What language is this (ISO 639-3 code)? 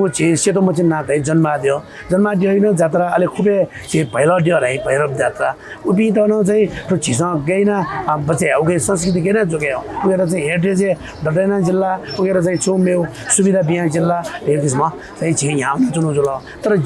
new